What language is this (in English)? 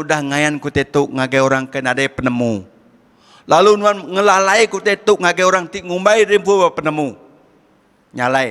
Iban